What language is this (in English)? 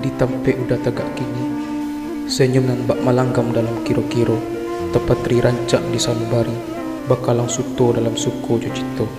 Minangkabau